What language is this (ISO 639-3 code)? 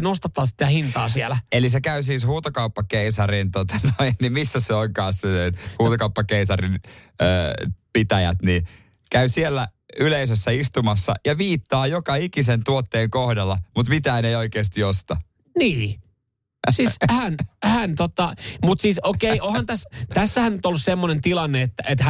fin